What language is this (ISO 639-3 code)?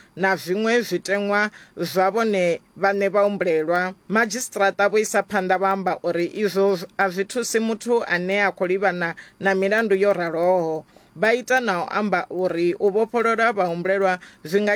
ven